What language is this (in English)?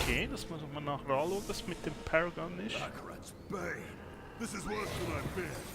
Swiss German